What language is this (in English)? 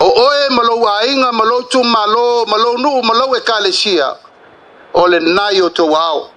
Samoan